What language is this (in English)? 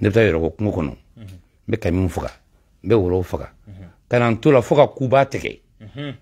Bambara